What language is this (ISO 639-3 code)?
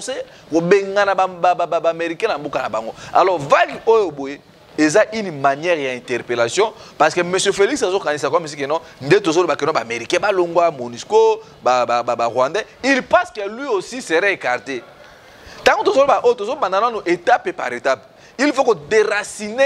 lin